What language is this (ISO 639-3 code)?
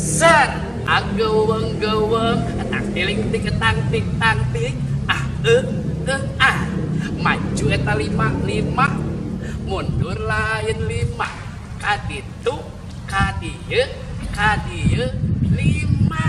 sun